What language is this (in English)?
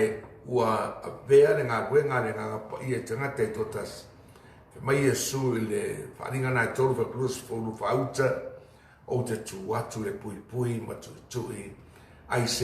Samoan